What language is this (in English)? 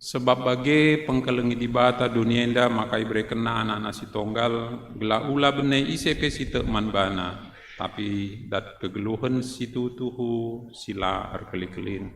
Batak Karo